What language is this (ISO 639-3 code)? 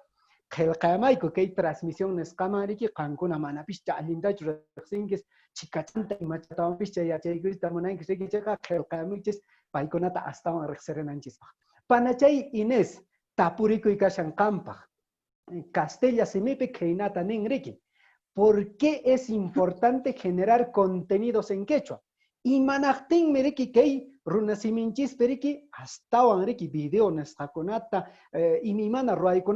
que